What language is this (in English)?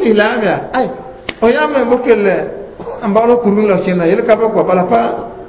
Mossi